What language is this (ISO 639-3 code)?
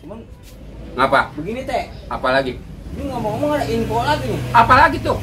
bew